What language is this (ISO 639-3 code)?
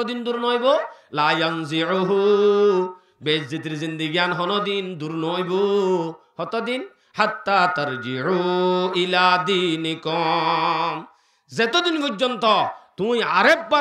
rhg